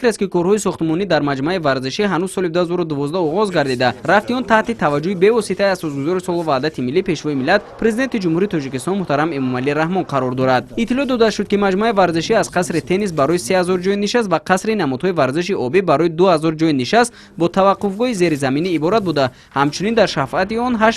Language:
Tajik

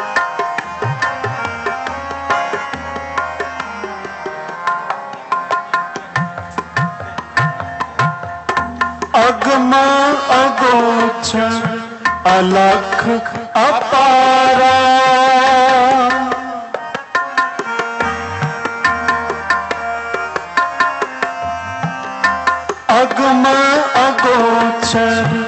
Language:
Hindi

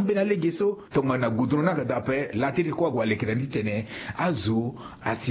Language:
Sango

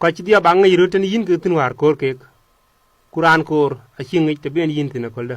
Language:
Dinka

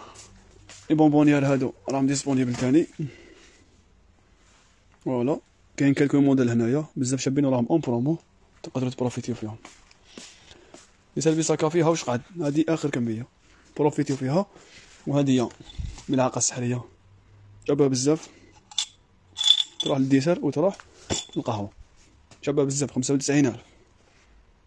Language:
Algerian Arabic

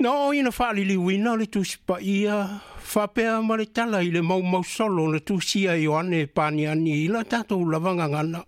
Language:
Samoan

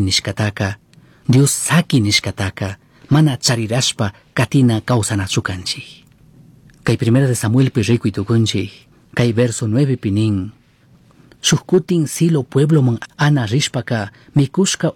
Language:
Chimborazo Highland Quichua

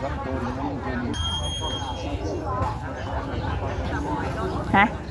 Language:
Lao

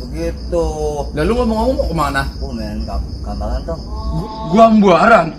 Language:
Betawi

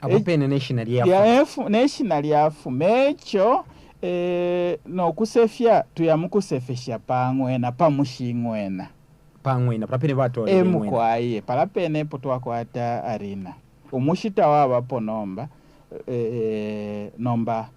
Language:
Bemba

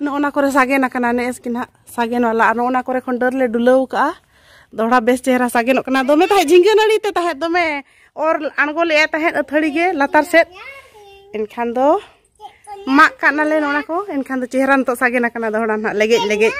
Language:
Santali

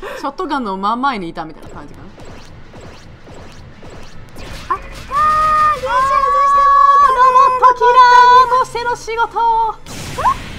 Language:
Japanese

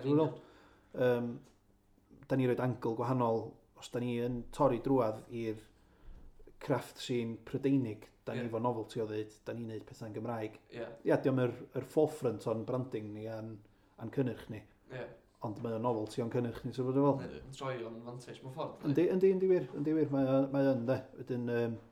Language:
Welsh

